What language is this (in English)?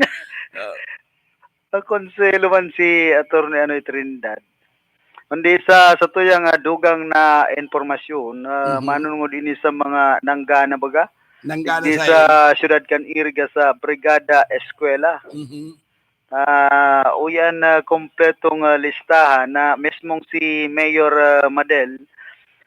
Bikol